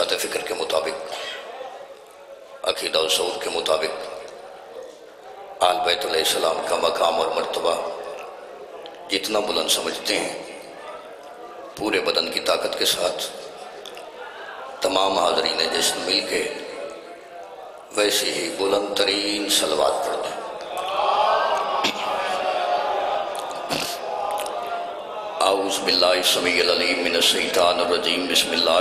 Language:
Urdu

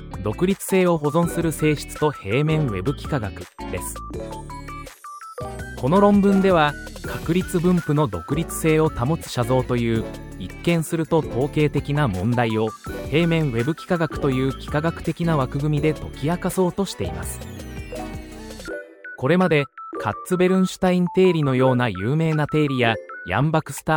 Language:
Japanese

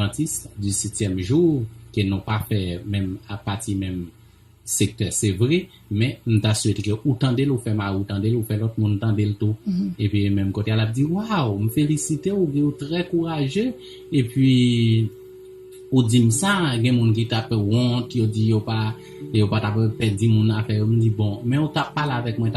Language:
Haitian Creole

